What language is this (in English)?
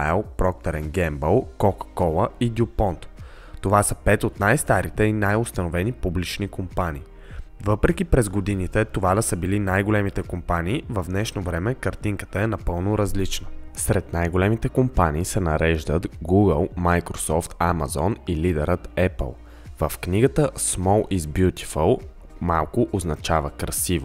Bulgarian